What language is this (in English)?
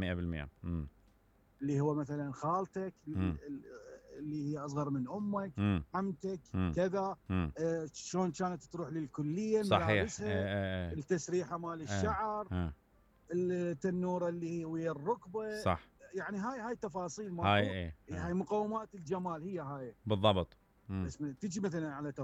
Mesopotamian Arabic